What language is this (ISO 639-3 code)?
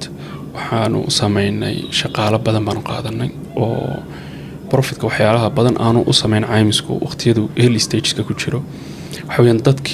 som